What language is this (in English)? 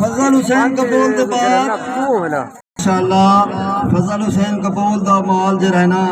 Saraiki